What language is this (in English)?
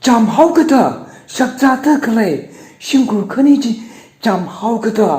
Tangkhul Naga (India)